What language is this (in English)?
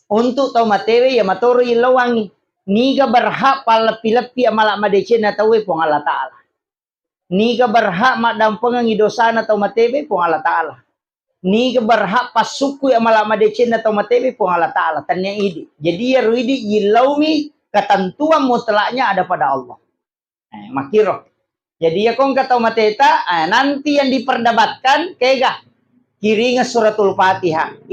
Buginese